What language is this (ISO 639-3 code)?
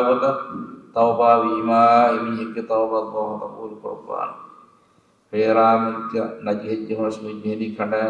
div